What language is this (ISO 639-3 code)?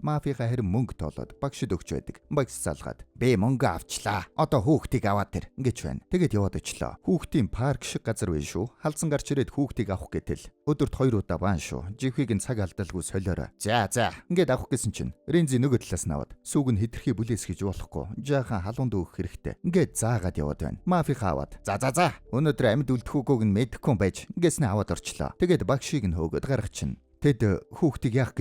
mon